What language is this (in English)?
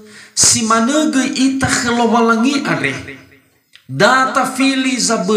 Nias